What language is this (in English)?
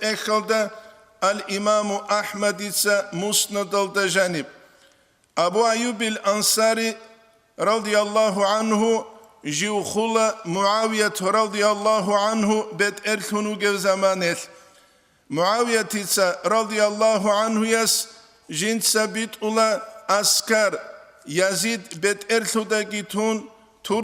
Avaric